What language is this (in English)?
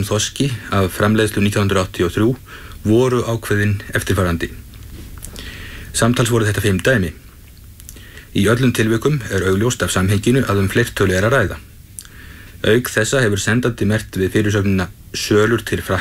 Icelandic